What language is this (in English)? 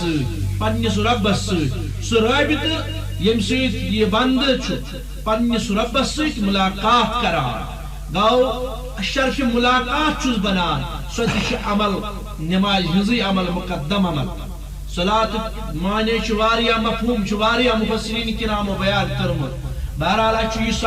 Kashmiri